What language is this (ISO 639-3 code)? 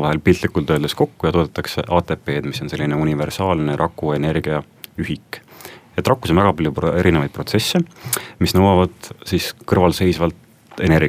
est